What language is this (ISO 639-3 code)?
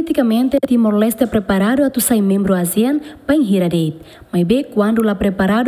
tet